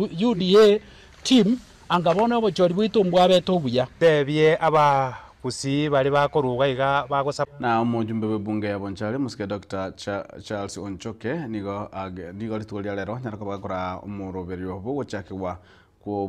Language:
Gusii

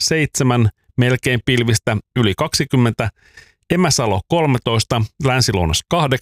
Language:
Finnish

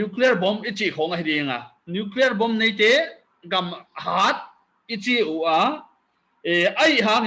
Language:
Paite Chin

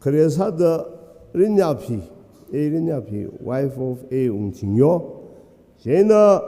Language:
Tangkhul Naga (India)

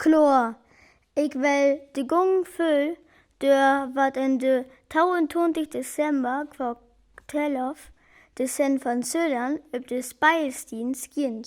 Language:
Northern Frisian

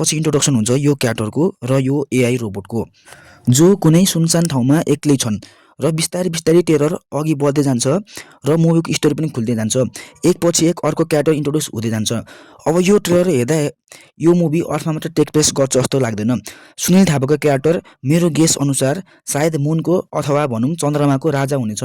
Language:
Nepali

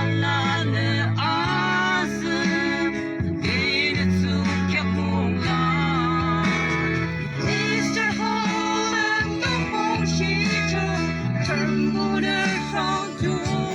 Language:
Yimchungru Naga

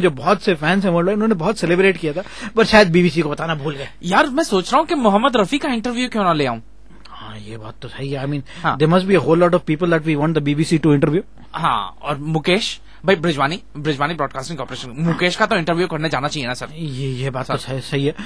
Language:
Hindi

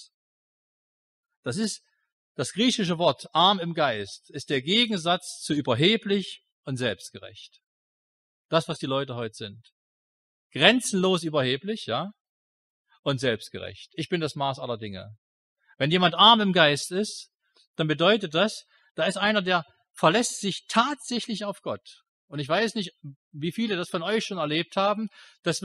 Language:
German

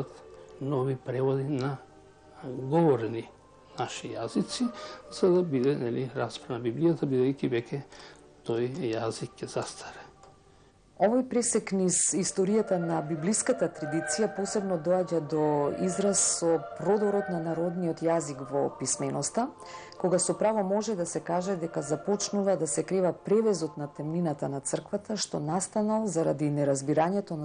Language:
Macedonian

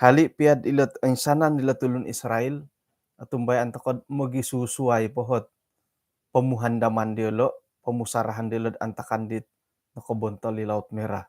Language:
Central Dusun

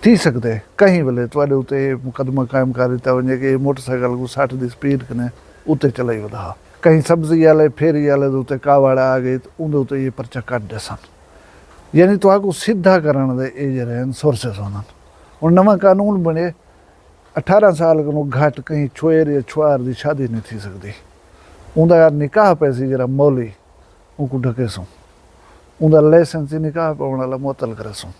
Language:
Saraiki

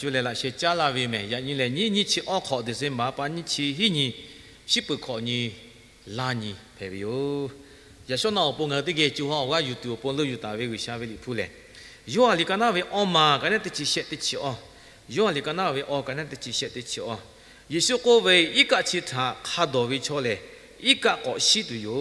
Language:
Lahu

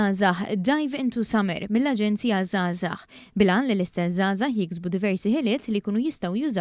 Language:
Maltese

